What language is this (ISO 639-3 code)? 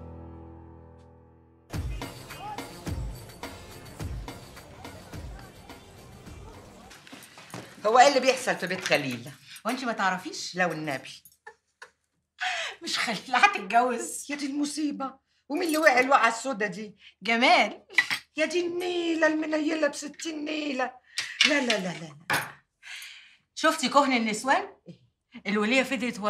arz